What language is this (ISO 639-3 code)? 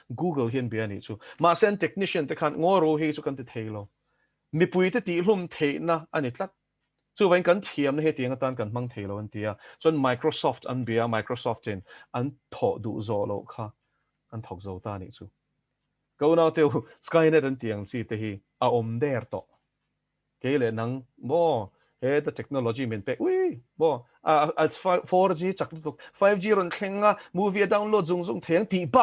lus